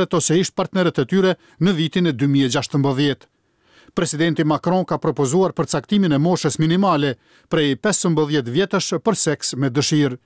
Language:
Albanian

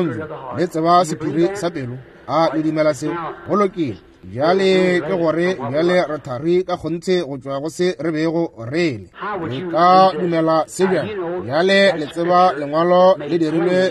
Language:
Northern Sotho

